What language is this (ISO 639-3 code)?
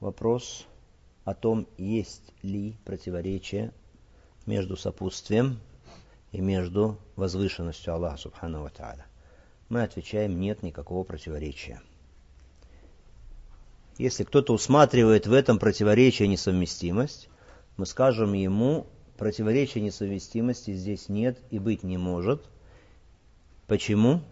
rus